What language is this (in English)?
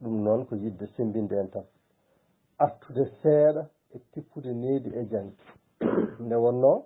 Fula